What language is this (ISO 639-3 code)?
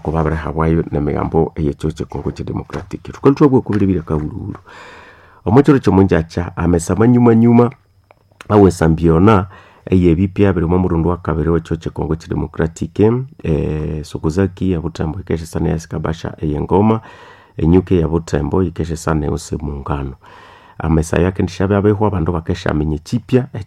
nnb